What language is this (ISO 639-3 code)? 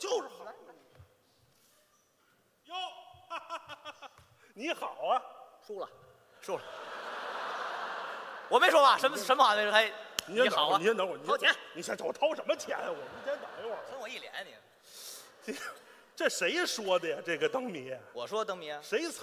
zho